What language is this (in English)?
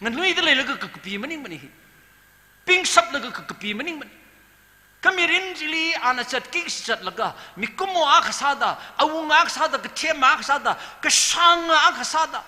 Tangkhul Naga (India)